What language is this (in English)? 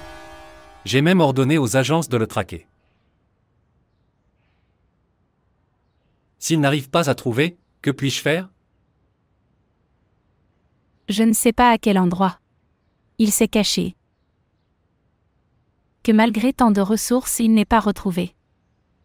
French